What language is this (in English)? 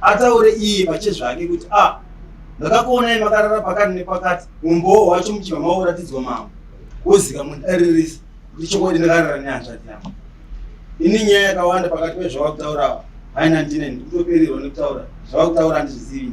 Shona